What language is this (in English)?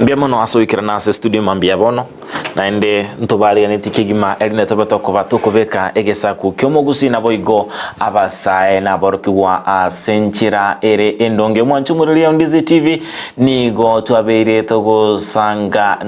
Gusii